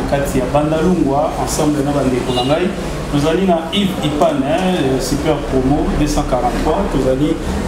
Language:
Lingala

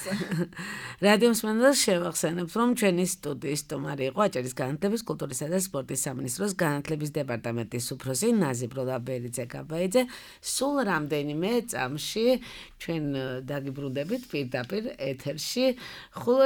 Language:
Georgian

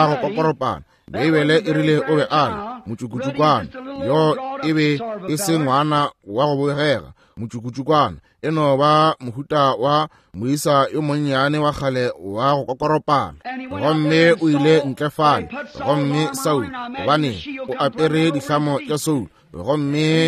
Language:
Northern Sotho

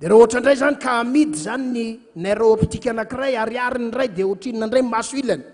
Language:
Malagasy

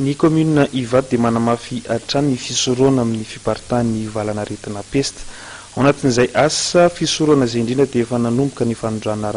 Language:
Malagasy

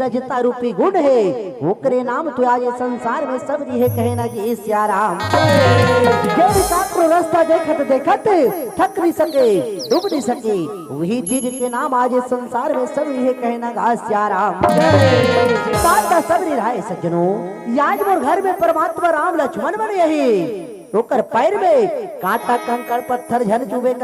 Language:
Chhattisgarhi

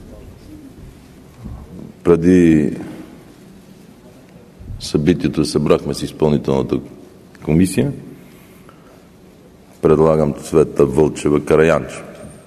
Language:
Bulgarian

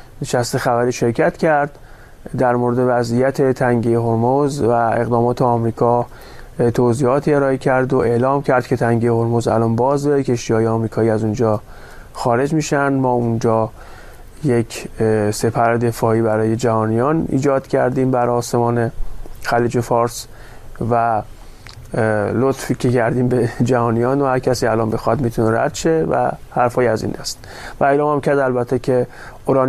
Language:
Persian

